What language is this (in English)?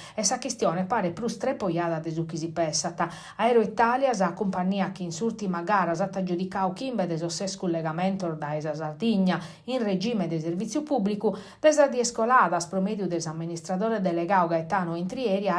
Sardinian